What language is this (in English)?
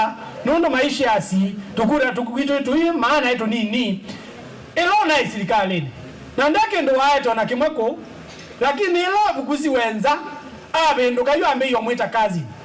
Kamba